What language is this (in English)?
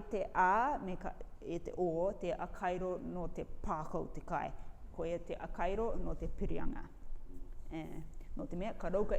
Rarotongan